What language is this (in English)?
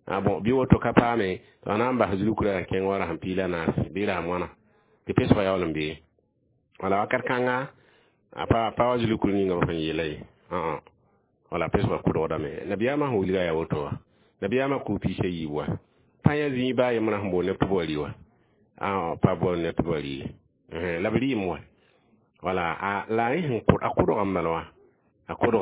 Mossi